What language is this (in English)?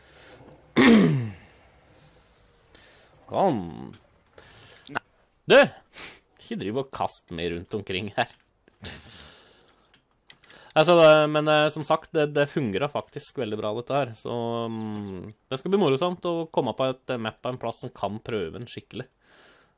Norwegian